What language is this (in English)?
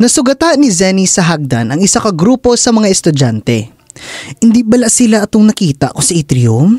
Hiligaynon